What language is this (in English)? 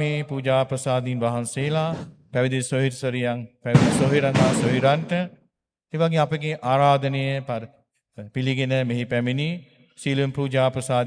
Sinhala